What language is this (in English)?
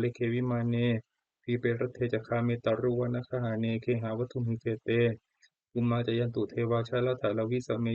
Pali